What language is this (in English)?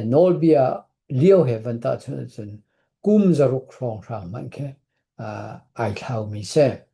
Hakha Chin